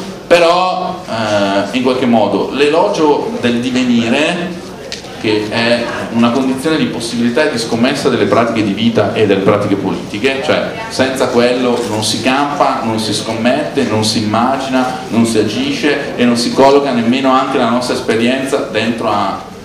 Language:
Italian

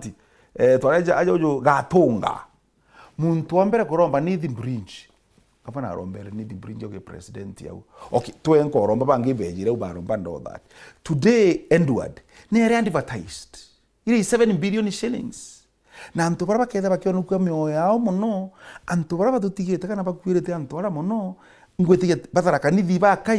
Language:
Meru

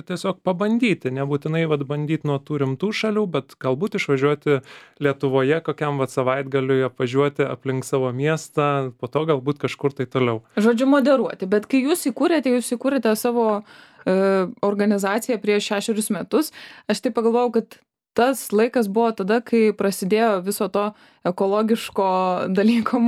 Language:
Lithuanian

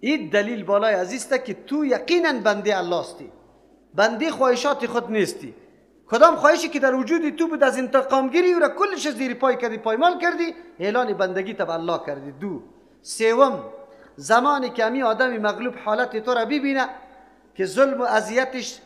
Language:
Persian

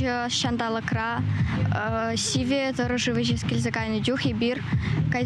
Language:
Chuvash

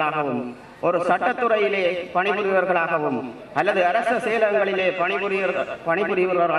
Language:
Tamil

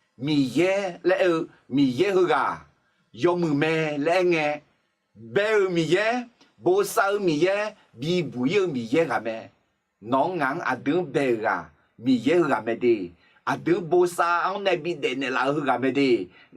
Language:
Akha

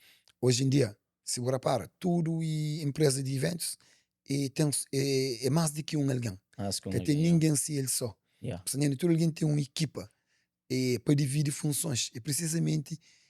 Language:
Kabuverdianu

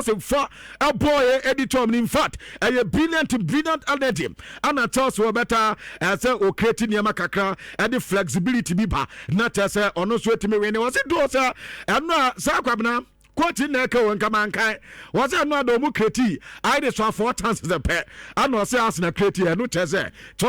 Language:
Akan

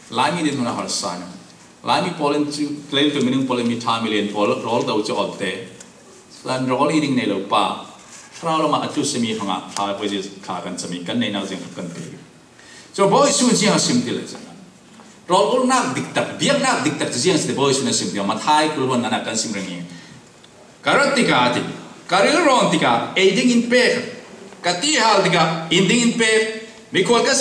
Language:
Falam Chin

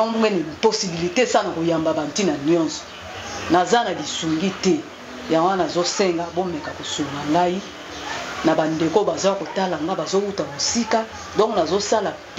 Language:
Lingala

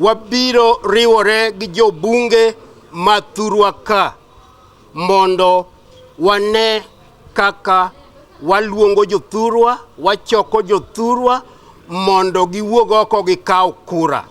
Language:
Luo (Kenya and Tanzania)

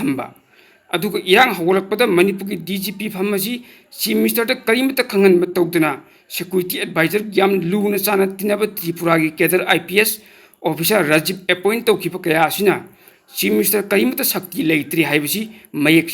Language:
Manipuri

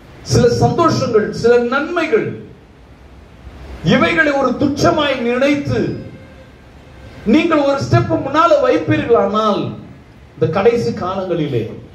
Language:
Tamil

